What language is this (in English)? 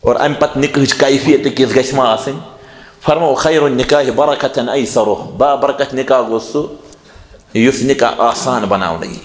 Kashmiri